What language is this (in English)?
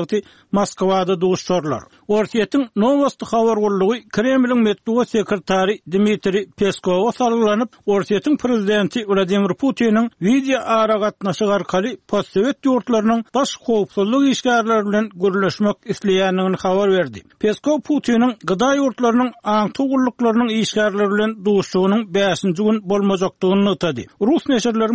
Turkmen